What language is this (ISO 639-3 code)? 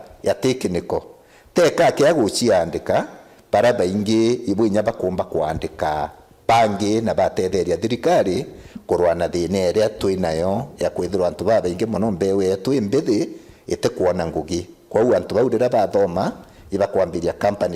mer